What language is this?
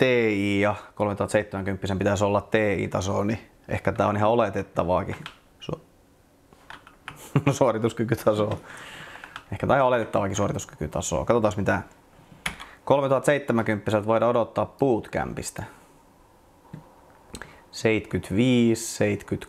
Finnish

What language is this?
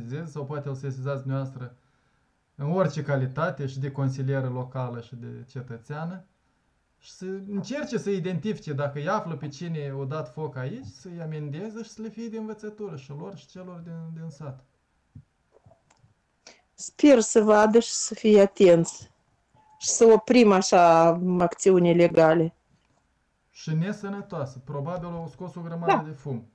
Romanian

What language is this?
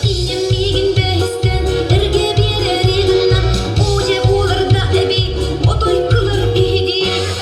Yakut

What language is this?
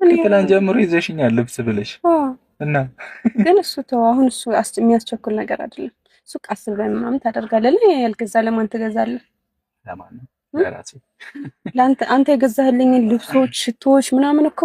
Amharic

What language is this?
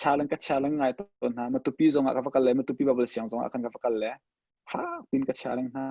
Hakha Chin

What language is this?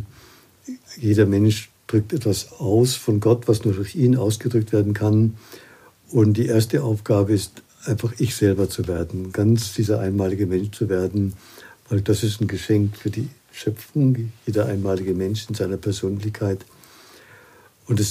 German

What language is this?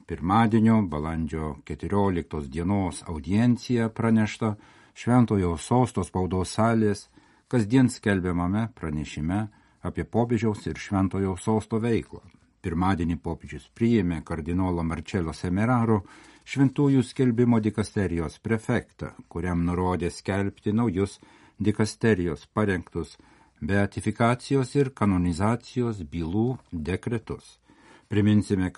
Lithuanian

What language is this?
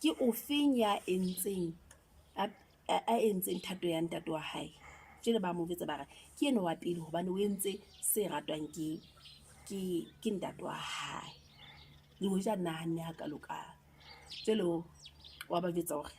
Southern Sotho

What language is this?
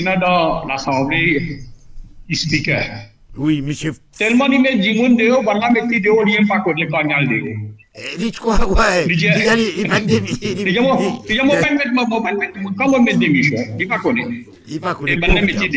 Morisyen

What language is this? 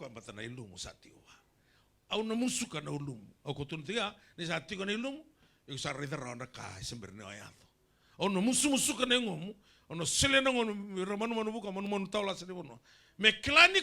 Fijian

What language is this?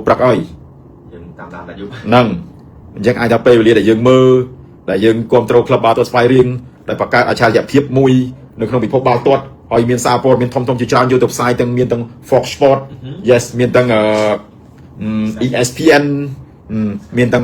Khmer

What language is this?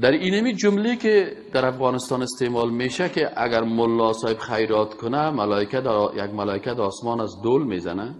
Persian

